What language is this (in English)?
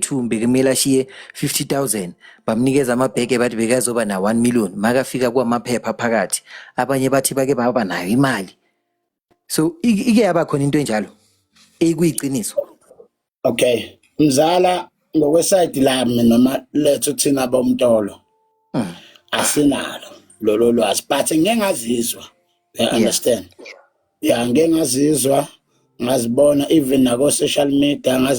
Zulu